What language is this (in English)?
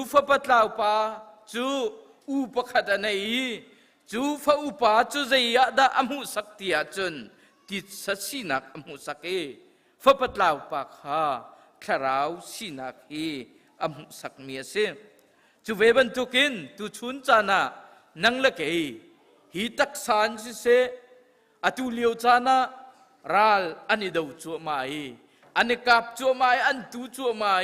Hakha Chin